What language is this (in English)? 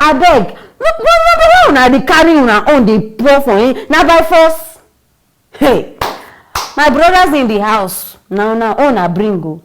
Nigerian Pidgin